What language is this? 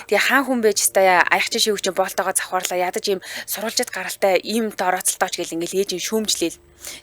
Mongolian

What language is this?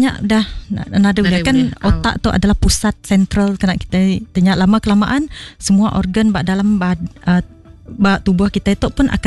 Iban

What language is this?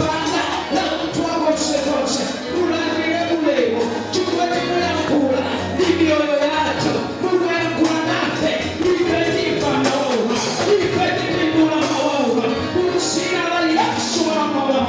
Nyanja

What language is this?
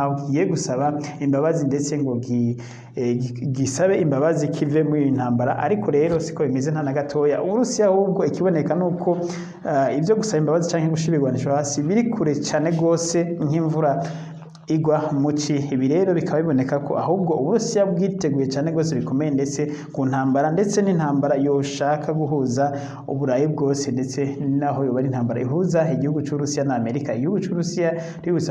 Rundi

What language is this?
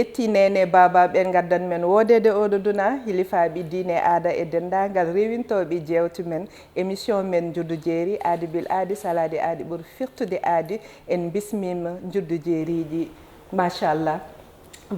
Fula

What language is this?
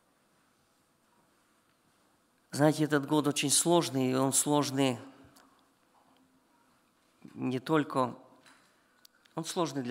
Russian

